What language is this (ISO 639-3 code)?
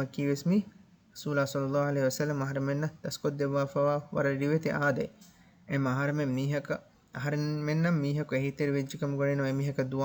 div